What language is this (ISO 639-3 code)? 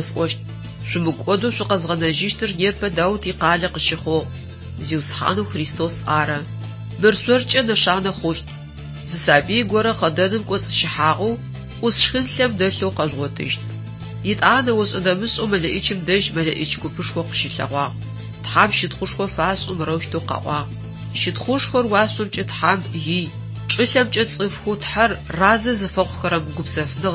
ady